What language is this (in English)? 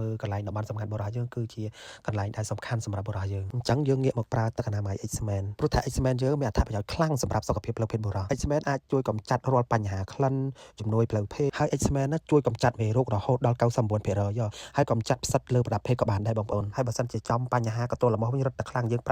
Khmer